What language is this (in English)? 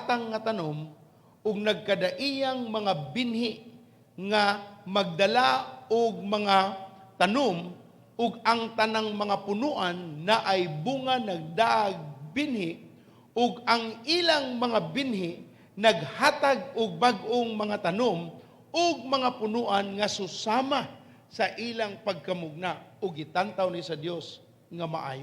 Cebuano